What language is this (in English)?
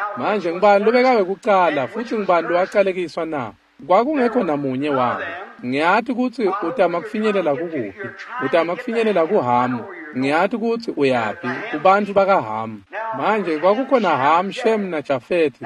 Swati